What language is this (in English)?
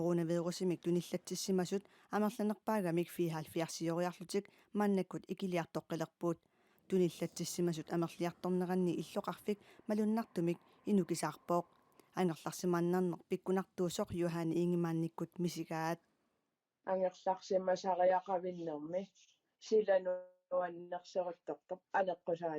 Kalaallisut